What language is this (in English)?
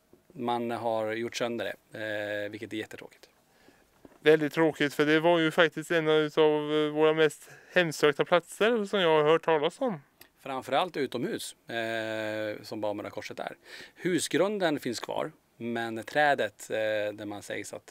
Swedish